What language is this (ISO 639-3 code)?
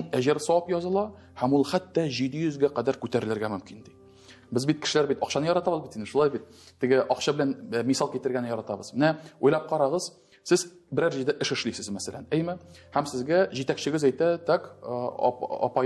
tat